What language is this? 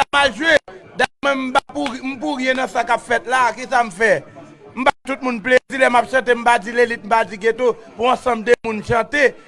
Haitian Creole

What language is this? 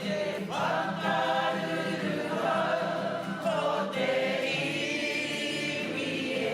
Māori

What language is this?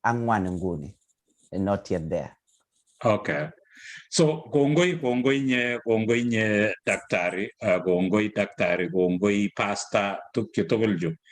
Kalenjin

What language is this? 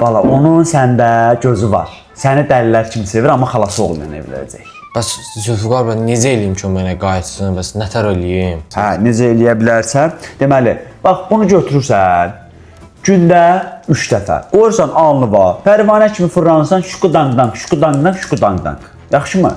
Azerbaijani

